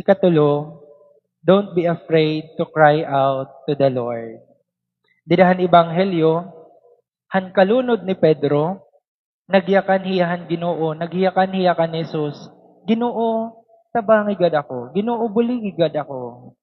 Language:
Waray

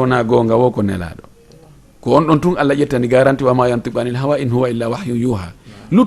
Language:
Fula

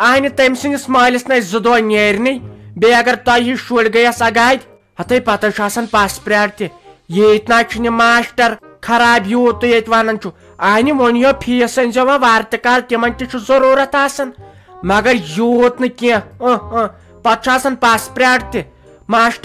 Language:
Kashmiri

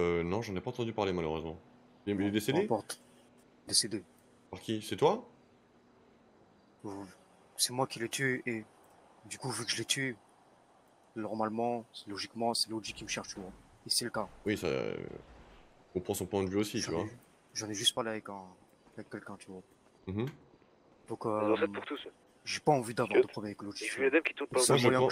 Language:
French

